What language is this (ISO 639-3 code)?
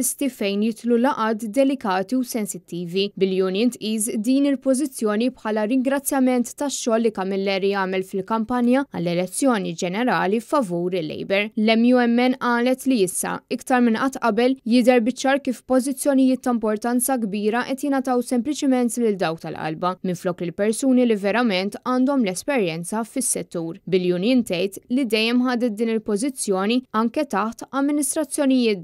mlt